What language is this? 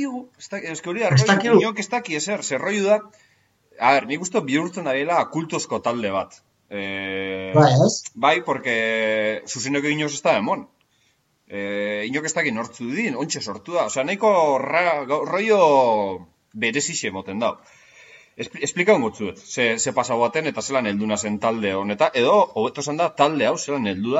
Basque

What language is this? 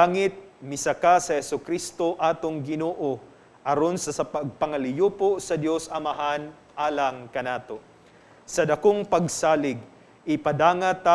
Cebuano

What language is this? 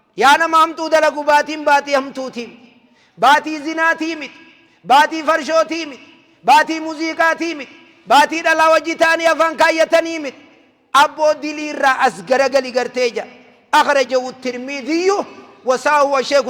Oromo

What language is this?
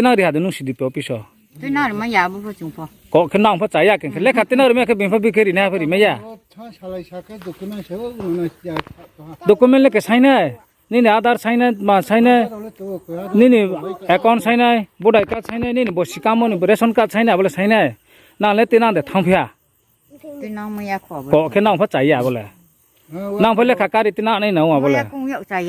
Riang (India)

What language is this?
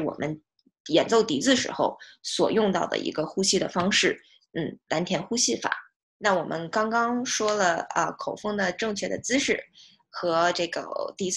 Chinese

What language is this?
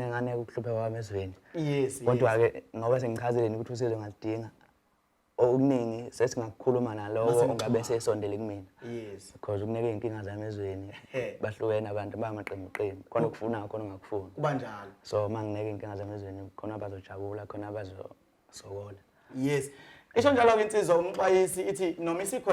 Zulu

